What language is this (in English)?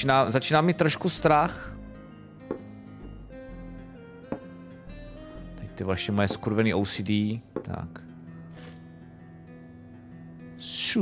Czech